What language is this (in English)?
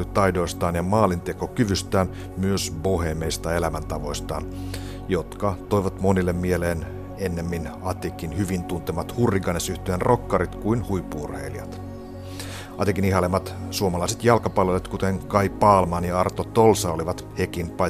Finnish